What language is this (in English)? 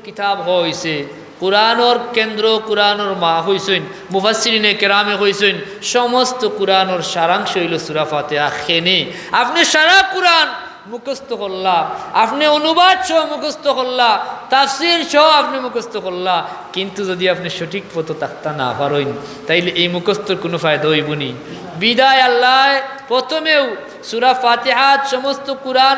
Sylheti